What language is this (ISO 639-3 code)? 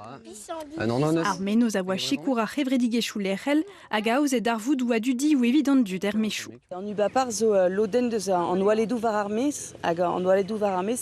bre